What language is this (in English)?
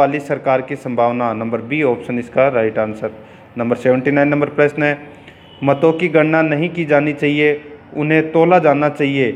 Hindi